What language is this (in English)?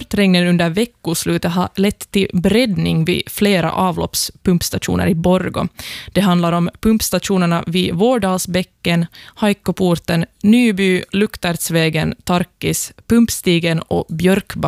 Swedish